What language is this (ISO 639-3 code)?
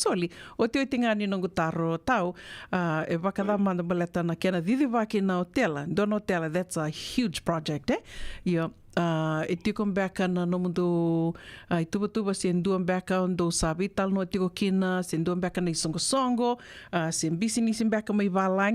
fij